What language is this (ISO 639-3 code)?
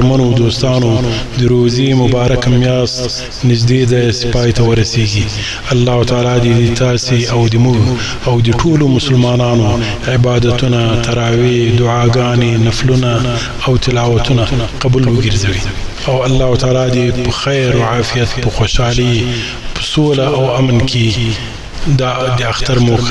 pus